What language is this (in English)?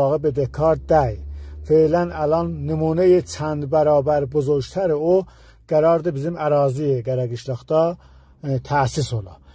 South Azerbaijani